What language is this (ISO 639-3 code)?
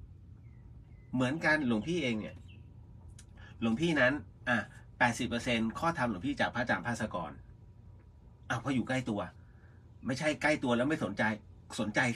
tha